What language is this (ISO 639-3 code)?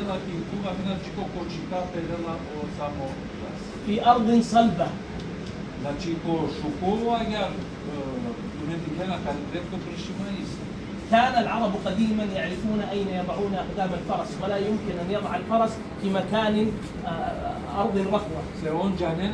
rmn